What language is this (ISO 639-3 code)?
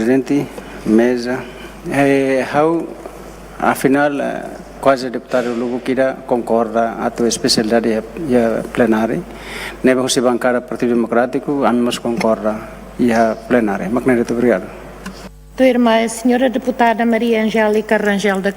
tet